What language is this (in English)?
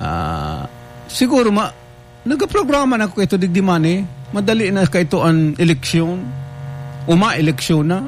Bikol